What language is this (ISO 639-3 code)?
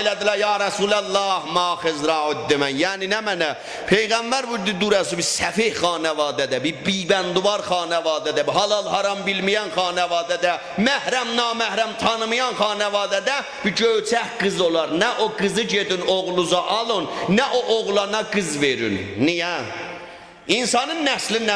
azb